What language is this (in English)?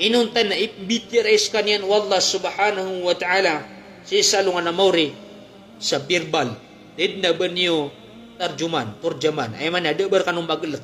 Maranao